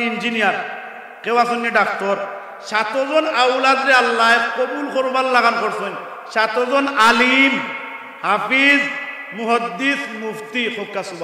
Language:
Sylheti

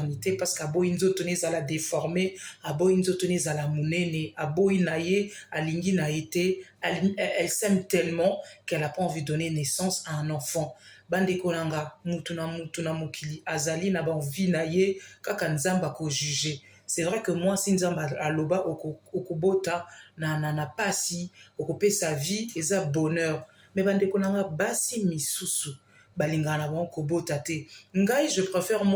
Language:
Lingala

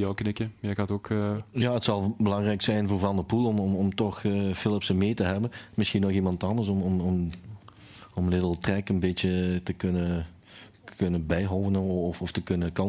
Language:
Dutch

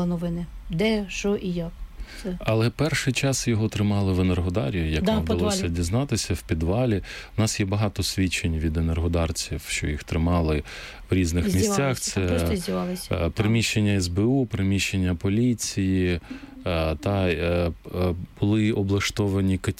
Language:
Ukrainian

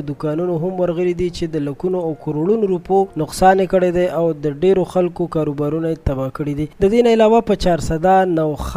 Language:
Pashto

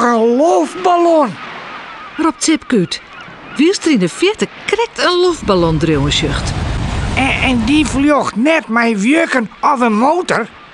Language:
Western Frisian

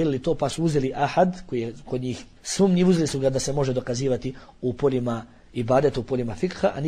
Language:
Bosnian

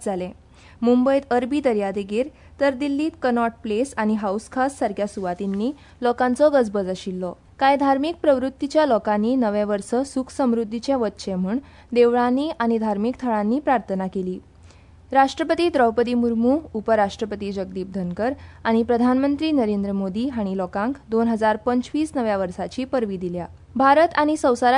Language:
Konkani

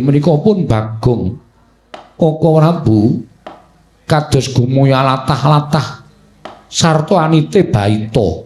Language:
Javanese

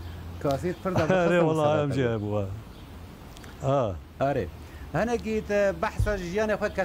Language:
Kurdish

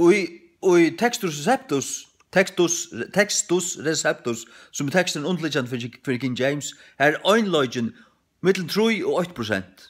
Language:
Faroese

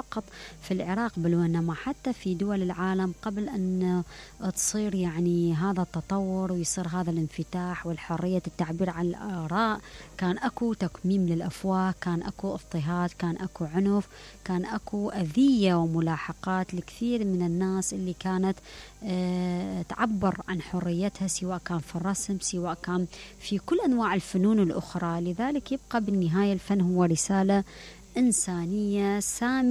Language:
Mesopotamian Arabic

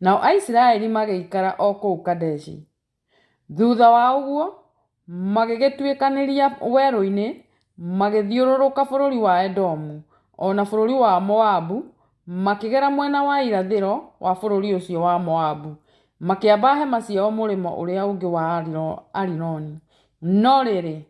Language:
Kikuyu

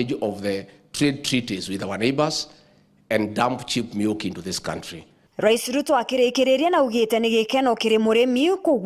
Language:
Meru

